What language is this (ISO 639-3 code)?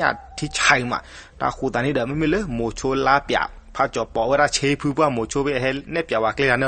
ksw